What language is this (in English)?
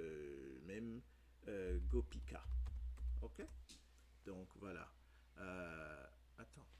Morisyen